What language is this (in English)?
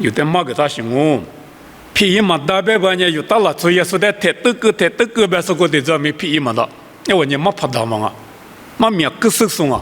Lisu